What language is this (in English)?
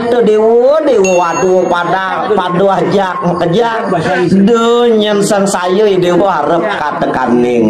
Balinese